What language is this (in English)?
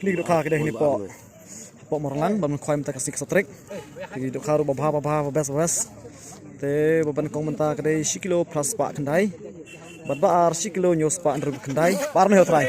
Khasi